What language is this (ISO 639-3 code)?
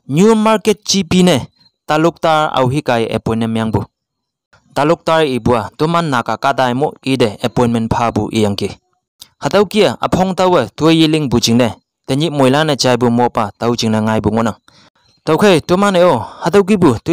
nbe